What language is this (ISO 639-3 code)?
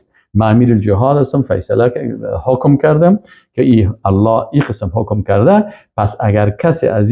fas